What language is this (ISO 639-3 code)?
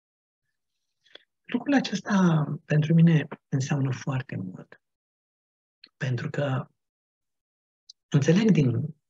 ron